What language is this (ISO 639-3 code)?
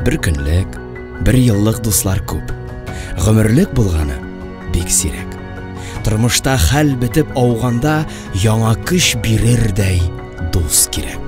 tat